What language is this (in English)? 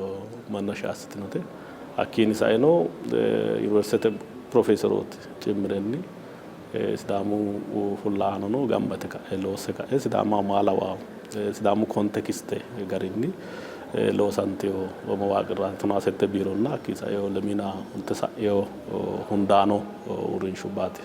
Sidamo